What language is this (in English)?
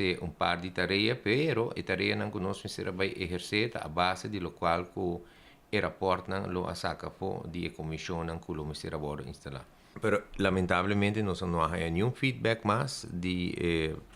Papiamento